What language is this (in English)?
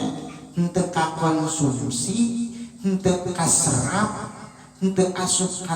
Sundanese